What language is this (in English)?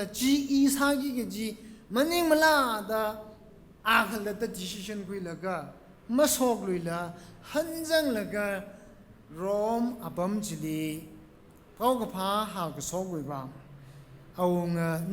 Tangkhul Naga (India)